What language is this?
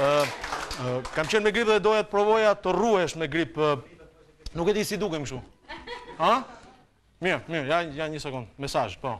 Albanian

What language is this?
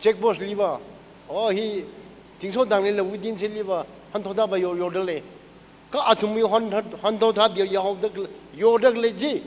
Tangkhul Naga (India)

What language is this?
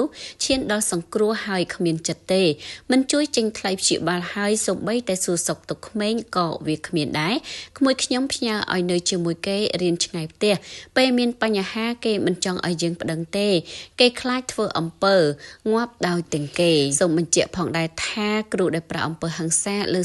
Khmer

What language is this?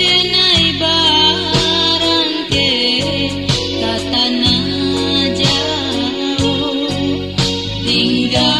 Minangkabau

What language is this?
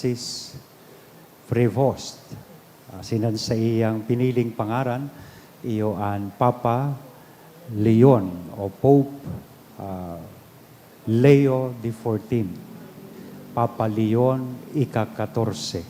Bikol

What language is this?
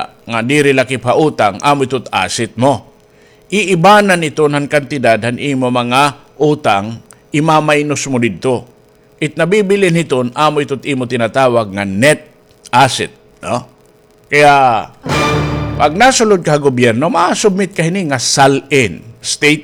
Waray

